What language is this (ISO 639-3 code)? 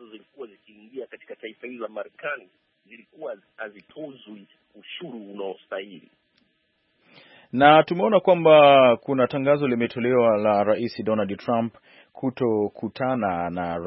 swa